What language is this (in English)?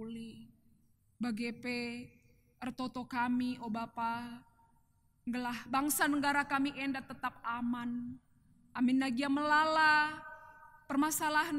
Batak Karo